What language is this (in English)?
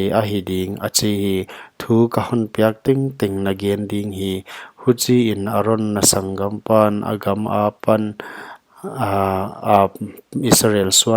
Paite Chin